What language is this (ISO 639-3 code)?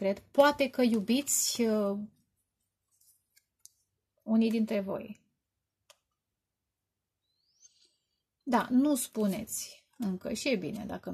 ron